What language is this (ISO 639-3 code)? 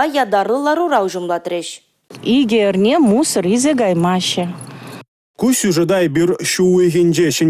chv